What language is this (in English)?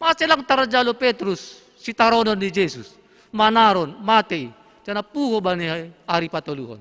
Batak Simalungun